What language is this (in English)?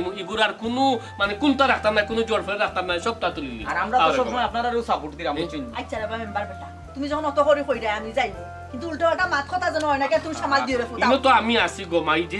Sylheti